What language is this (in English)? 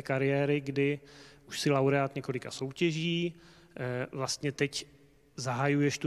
Czech